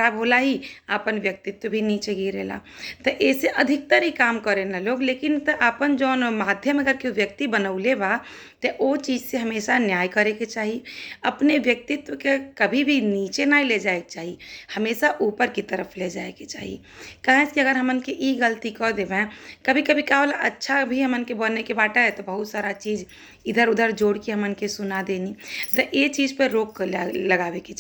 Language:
Bhojpuri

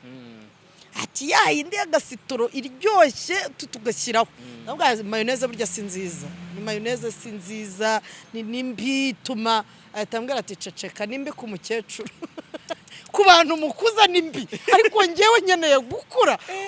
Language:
Kinyarwanda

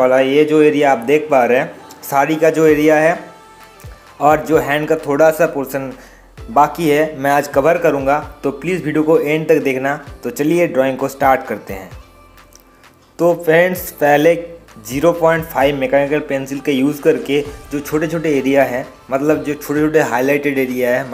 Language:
Hindi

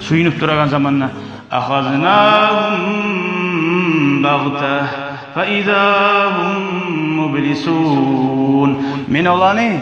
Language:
Kumyk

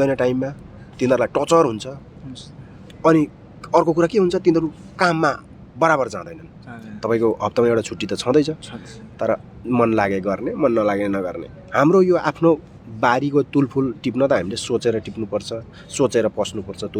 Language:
Nepali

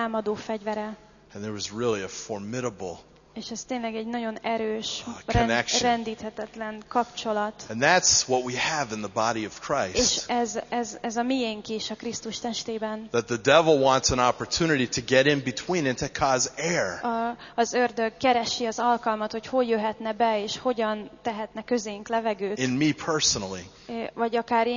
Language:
Hungarian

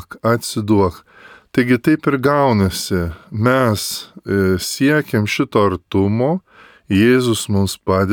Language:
Lithuanian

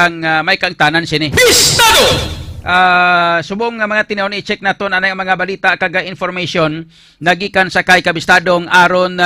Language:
Hiligaynon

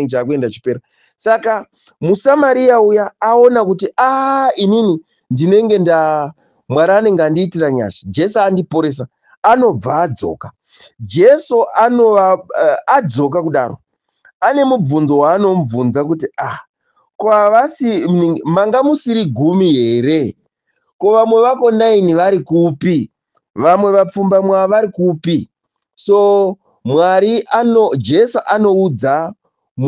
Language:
Shona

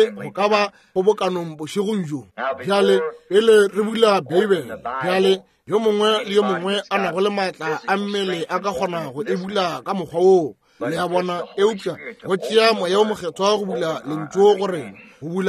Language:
Northern Sotho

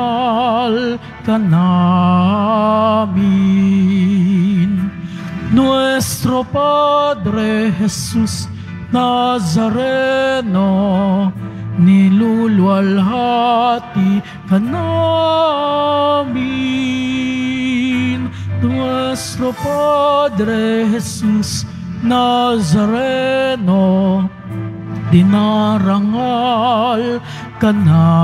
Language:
Filipino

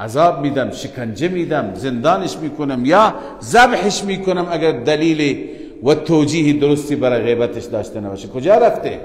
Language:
Persian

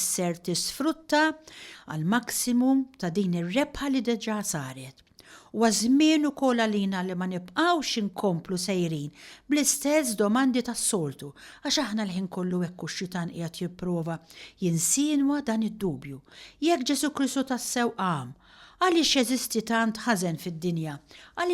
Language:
Maltese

